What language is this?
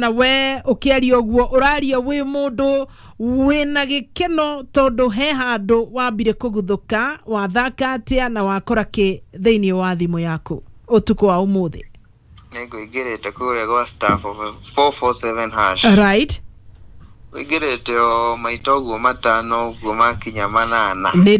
Kikuyu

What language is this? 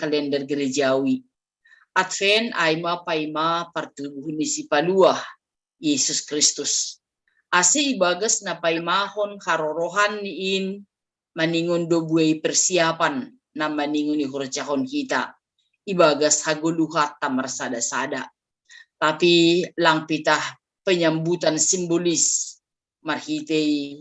Batak Simalungun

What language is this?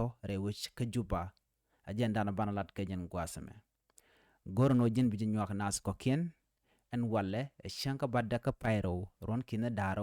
Nuer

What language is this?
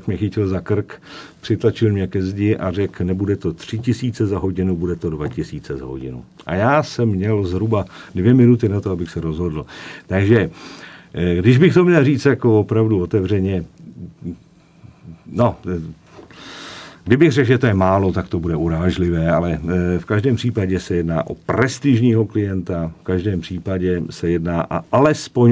Czech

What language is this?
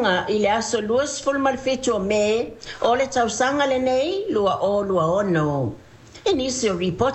Samoan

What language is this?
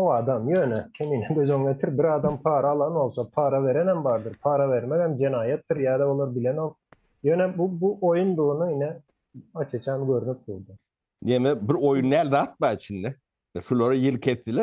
Turkmen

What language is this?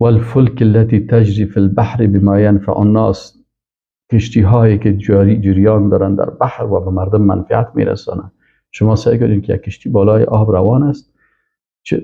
Persian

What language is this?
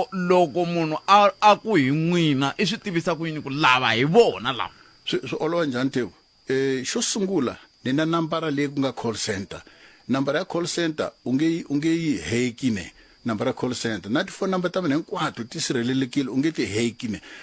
Tsonga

